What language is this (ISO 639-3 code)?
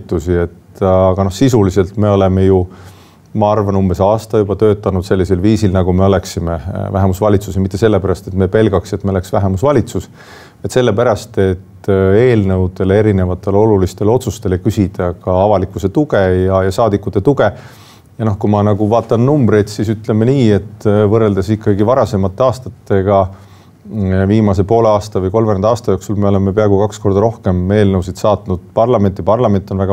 est